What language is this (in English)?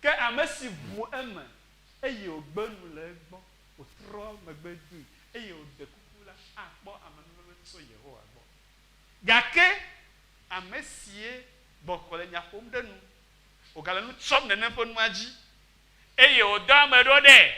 Ewe